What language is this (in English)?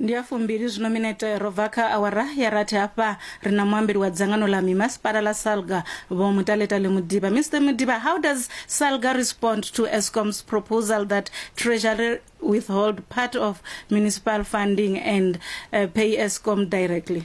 Venda